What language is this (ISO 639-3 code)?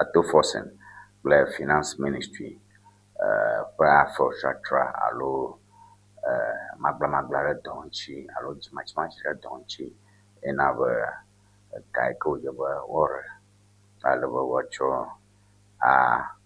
ewe